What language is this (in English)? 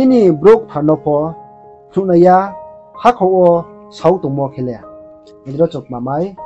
Riang (India)